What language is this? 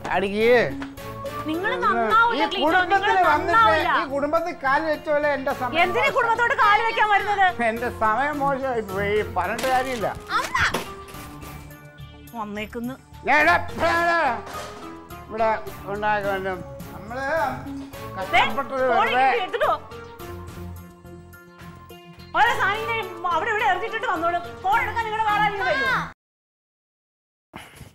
Malayalam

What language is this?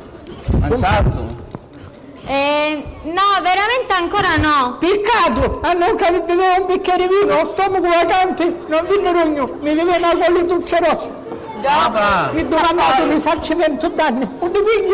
Sicilian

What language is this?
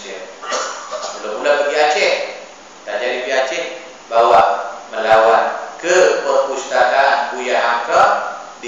Malay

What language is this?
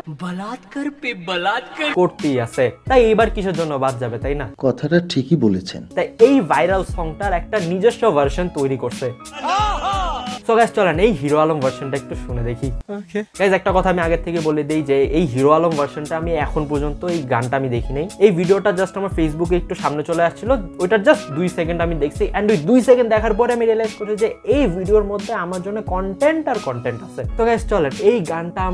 Bangla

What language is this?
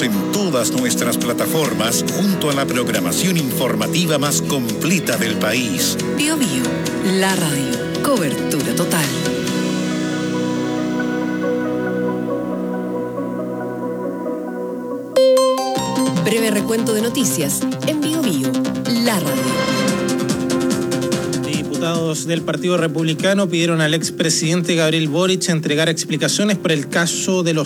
Spanish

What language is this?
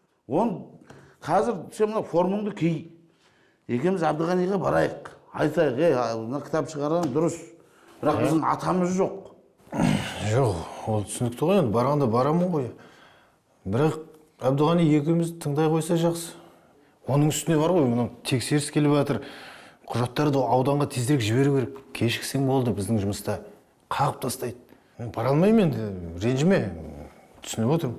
Kazakh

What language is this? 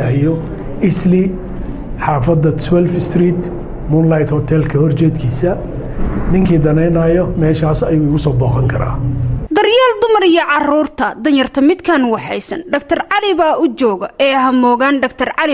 Somali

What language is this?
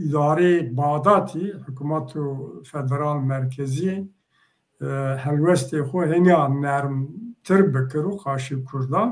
Zaza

